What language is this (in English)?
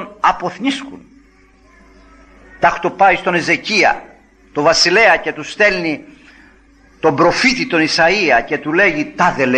Greek